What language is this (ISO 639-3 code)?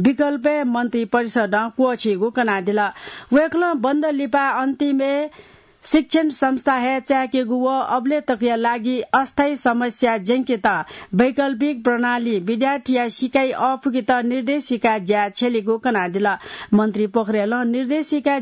new